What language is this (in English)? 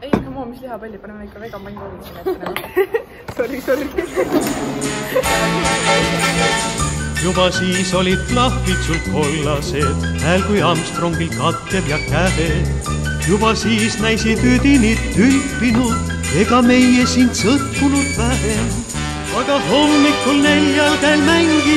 Estonian